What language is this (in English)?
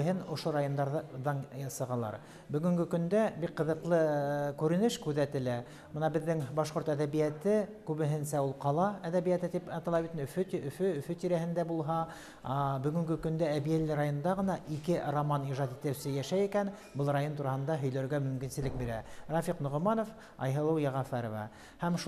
Bashkir